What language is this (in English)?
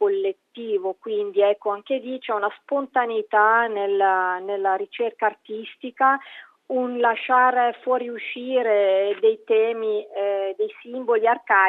Italian